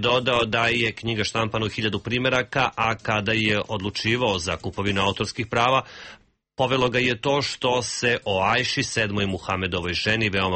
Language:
Serbian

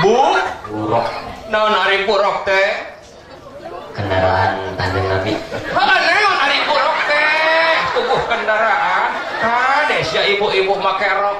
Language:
Sundanese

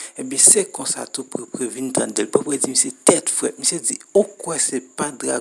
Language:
Haitian Creole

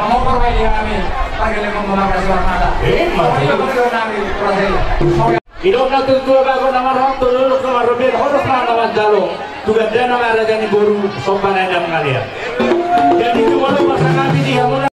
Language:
Batak Toba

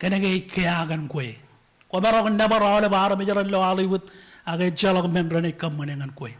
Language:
Marshallese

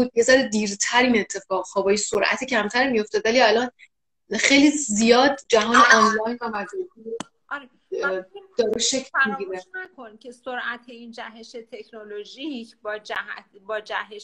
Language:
Persian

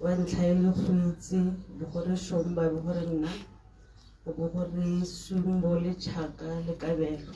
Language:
Tswana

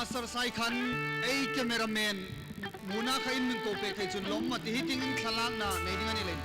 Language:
Hmar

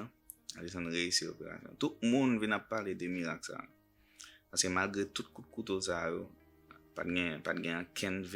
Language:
Haitian Creole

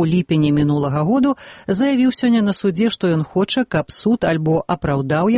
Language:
Belarusian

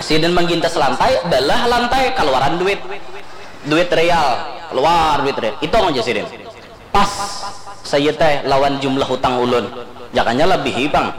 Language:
Banjar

